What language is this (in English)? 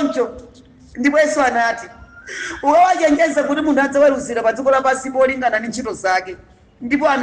Nyanja